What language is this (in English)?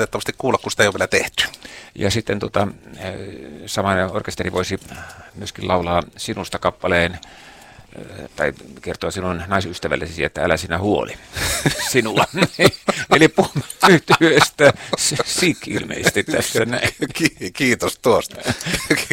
Finnish